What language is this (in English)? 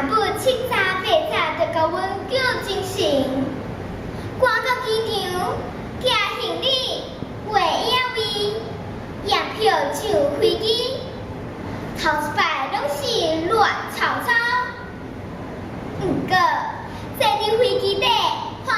Min Nan Chinese